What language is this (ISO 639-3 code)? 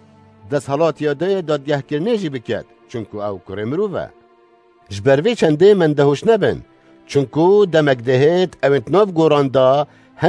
kur